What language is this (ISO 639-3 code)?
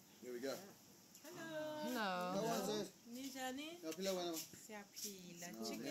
eng